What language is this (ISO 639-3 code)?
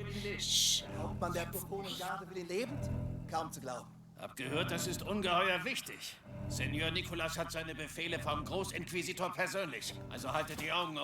bar